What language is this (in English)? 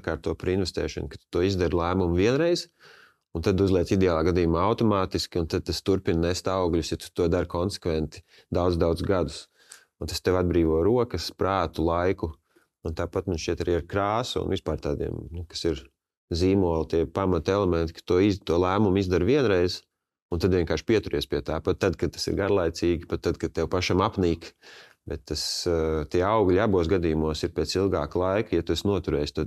Latvian